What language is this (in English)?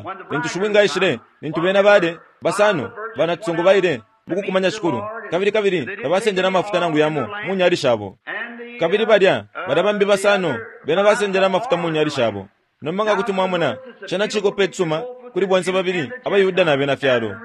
Bemba